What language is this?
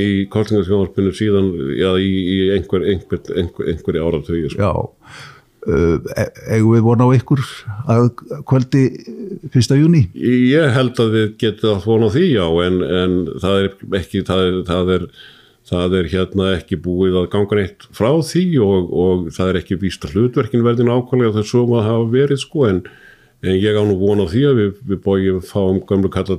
Icelandic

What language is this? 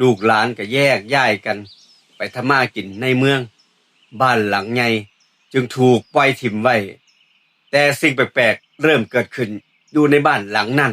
Northeastern Thai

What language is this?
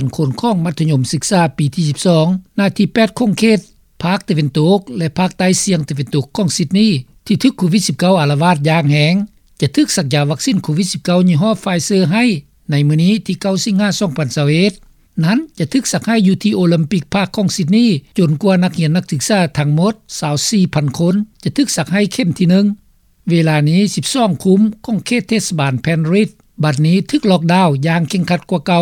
Lao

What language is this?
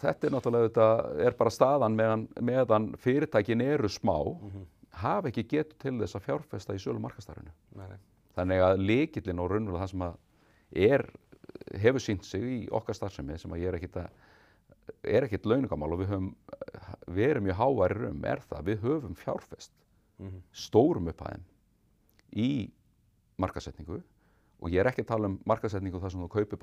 Icelandic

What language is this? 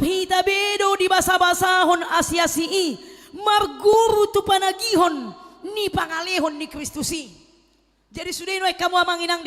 Batak Toba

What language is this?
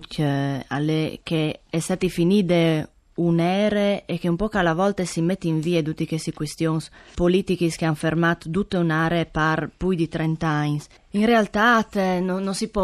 Friulian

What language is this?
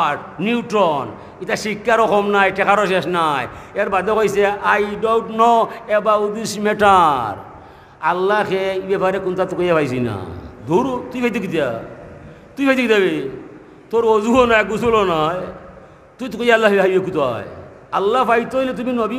Sylheti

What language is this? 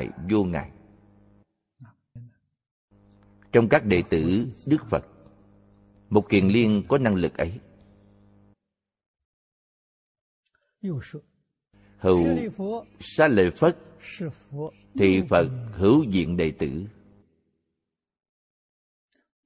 Vietnamese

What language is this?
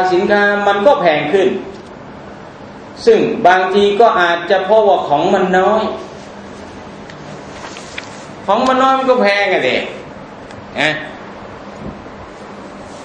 Thai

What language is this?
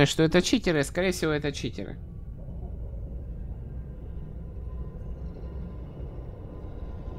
Russian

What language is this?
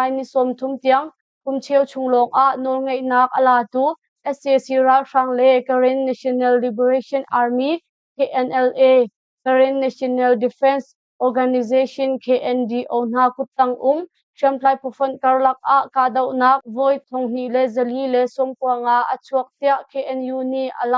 Hakha Chin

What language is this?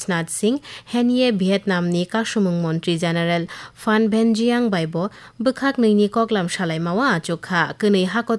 Kok Borok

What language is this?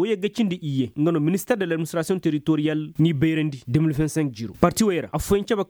Koyraboro Senni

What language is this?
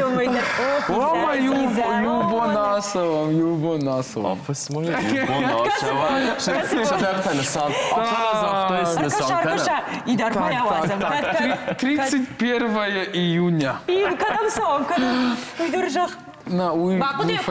Ossetic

